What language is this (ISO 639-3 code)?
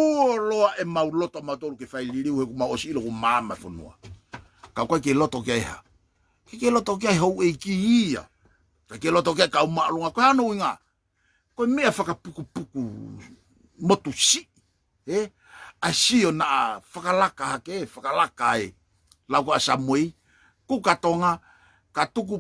ton